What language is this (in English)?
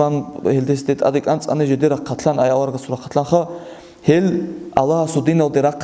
Avaric